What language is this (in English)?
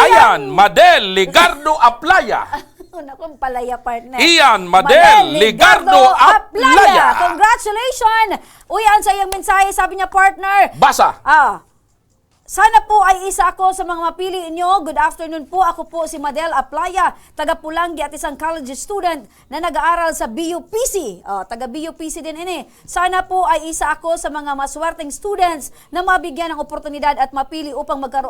Bikol